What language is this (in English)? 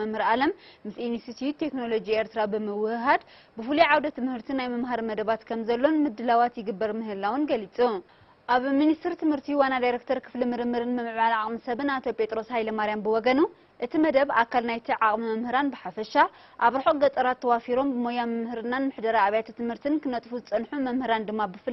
Tigrinya